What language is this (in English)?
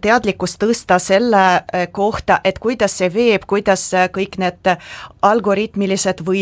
Estonian